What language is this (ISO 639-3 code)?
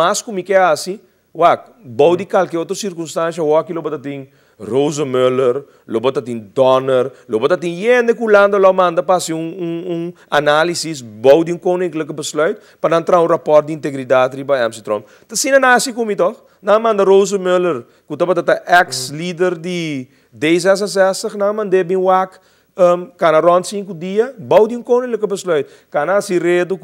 pap